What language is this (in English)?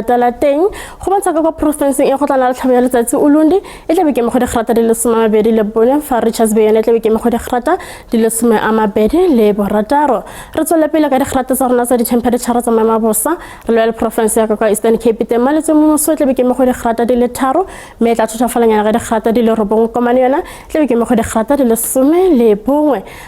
Tswana